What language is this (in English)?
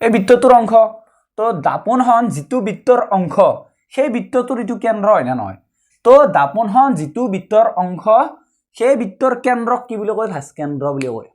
Assamese